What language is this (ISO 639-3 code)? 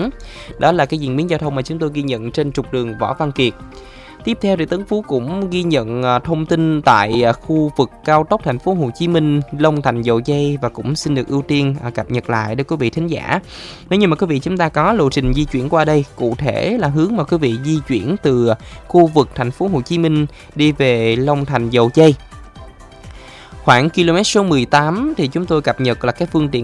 vie